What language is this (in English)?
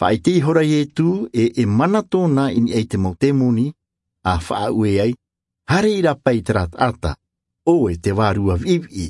Tahitian